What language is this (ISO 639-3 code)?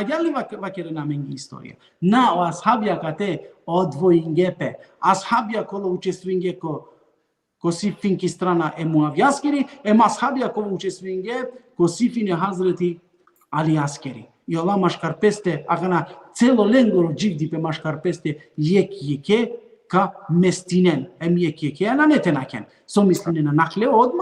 rmn